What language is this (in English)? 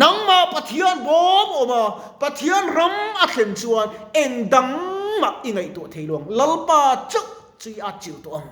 Mizo